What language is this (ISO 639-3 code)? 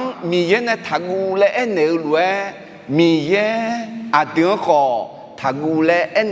ahk